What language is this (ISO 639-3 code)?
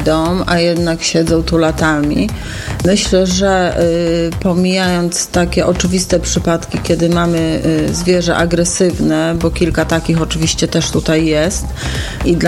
pol